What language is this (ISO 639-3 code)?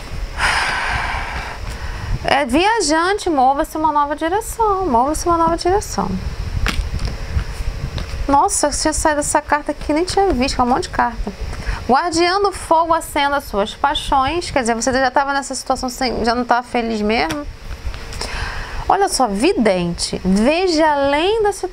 por